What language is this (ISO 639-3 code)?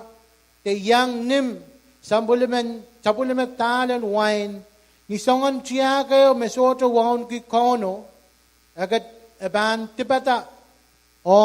pon